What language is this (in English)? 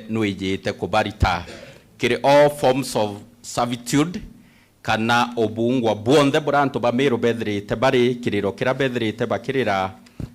Meru